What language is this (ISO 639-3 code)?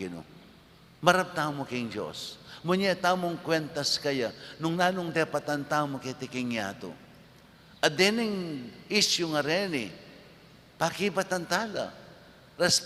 pam